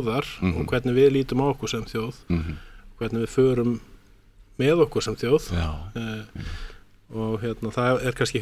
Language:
Icelandic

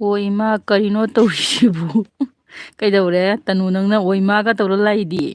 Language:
Manipuri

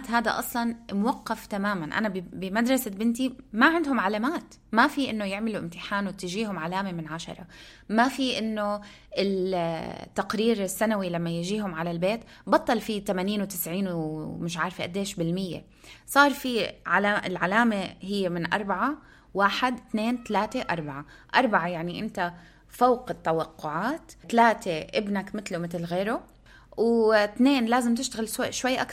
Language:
North Levantine Arabic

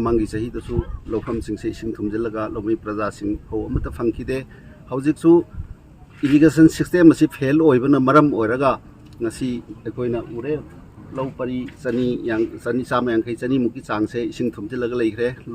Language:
Manipuri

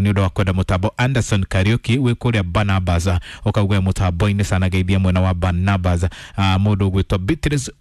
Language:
Kikuyu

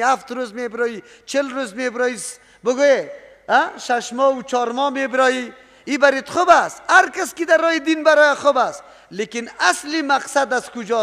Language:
Persian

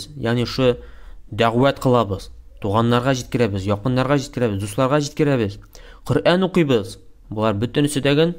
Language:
Tatar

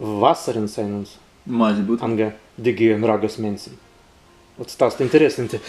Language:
Prussian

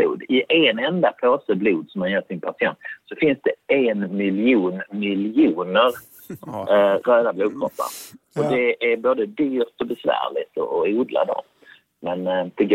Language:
Swedish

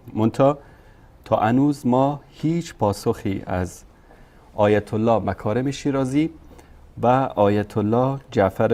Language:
Persian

